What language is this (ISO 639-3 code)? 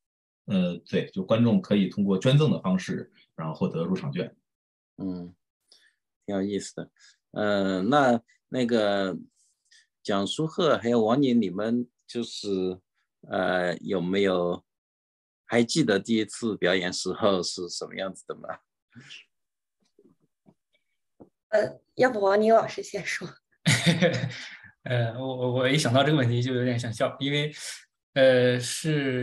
zho